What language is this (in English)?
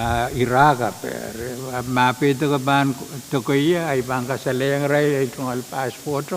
Pohnpeian